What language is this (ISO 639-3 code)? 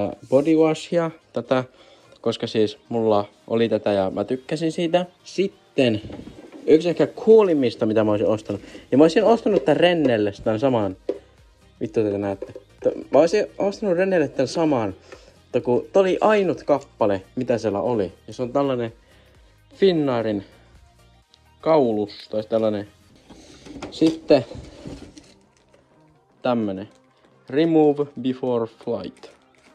fin